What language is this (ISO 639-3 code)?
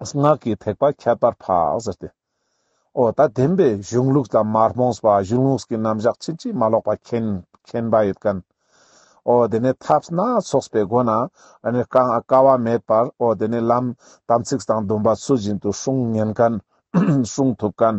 lbj